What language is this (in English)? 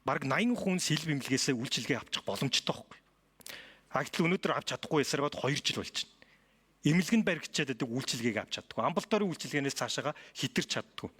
Mongolian